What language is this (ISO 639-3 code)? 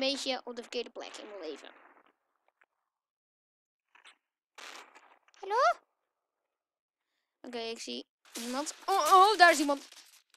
nld